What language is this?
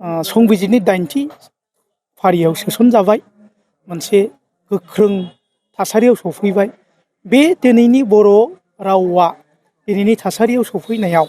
Bodo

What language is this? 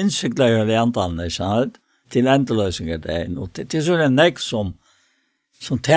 Faroese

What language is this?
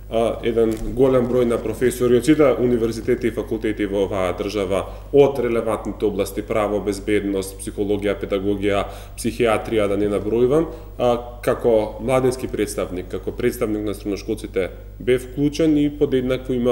Macedonian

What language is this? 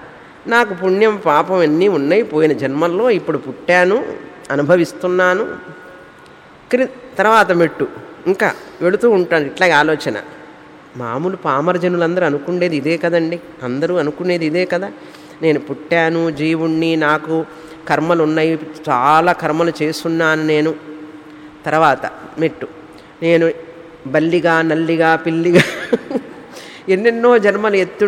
Telugu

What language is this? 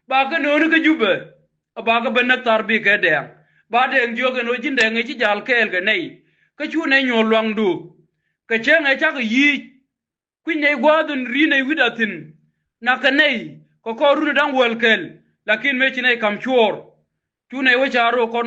Nuer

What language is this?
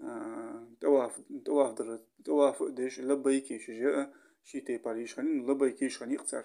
Ingush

